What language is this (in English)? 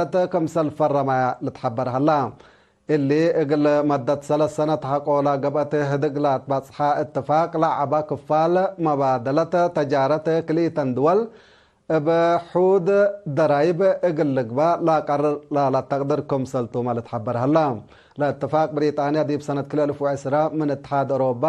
Tigre